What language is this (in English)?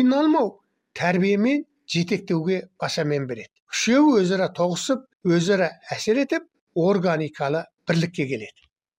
Kazakh